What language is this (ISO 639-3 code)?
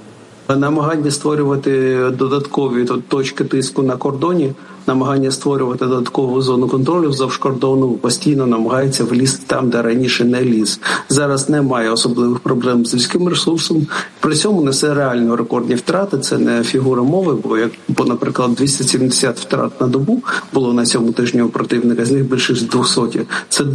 ukr